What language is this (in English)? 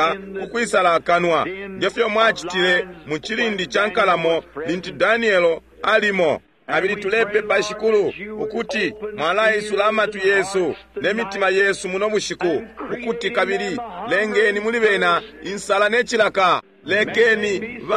Bemba